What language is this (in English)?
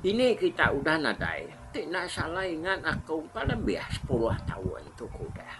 Iban